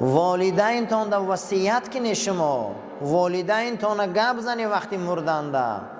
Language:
Tajik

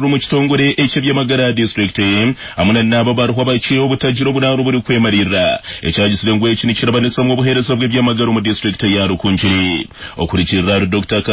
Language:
Nyankole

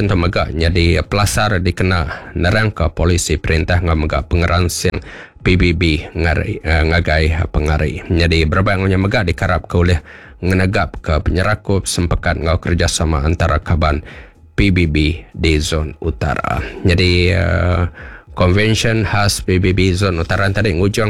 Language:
Iban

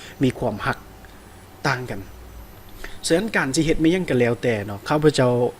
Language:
Lao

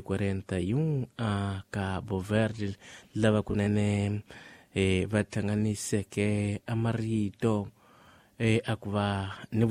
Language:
Tsonga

